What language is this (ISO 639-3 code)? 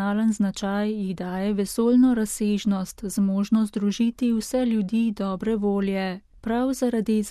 slv